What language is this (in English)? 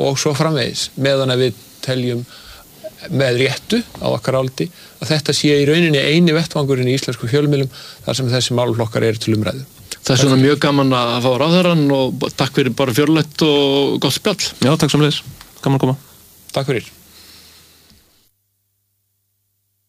Icelandic